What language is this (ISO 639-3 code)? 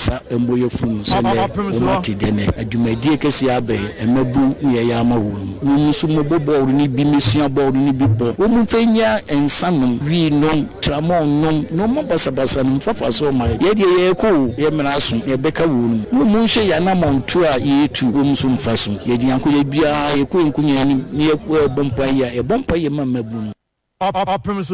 aka